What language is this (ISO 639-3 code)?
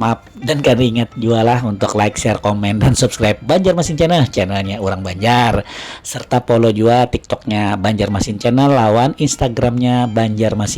bjn